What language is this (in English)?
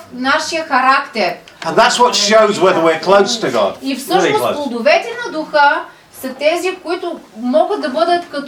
Bulgarian